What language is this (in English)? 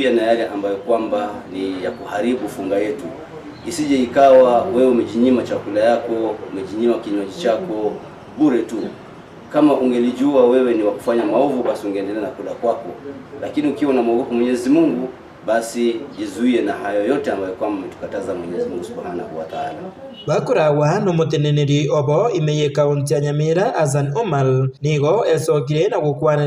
Gusii